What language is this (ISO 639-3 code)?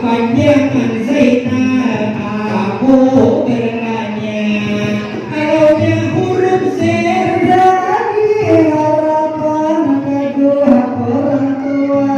bjn